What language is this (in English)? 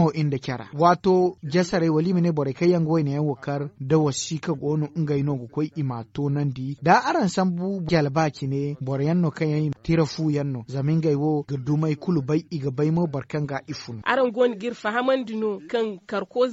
Zarma